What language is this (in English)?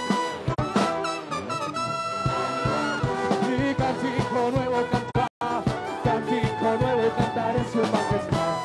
Spanish